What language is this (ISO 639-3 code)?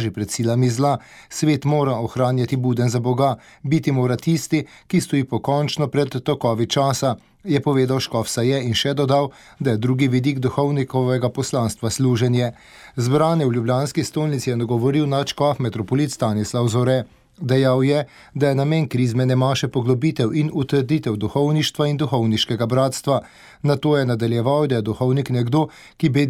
slv